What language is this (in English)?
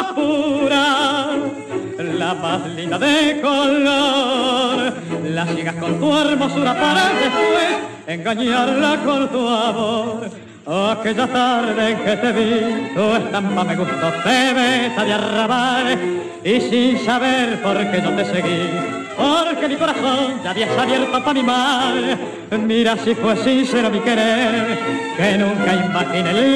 Spanish